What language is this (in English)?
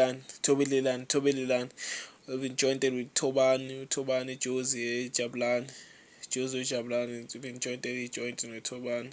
Zulu